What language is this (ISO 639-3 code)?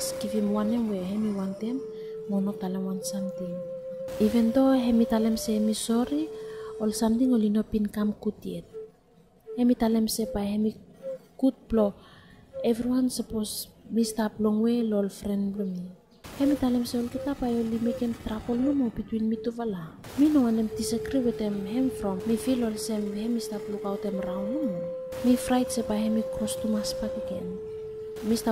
bis